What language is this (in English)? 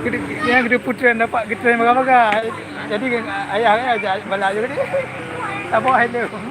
Achinese